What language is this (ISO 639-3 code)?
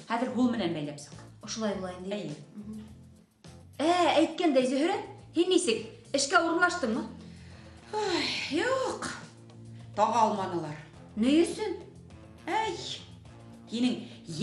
bak